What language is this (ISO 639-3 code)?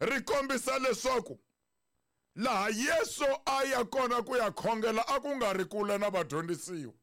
tso